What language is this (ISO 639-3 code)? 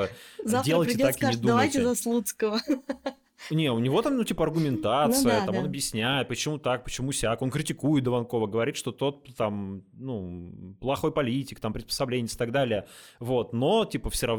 rus